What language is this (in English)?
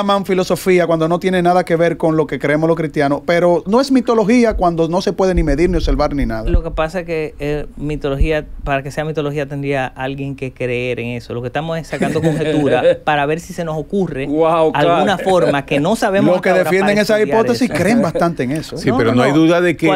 Spanish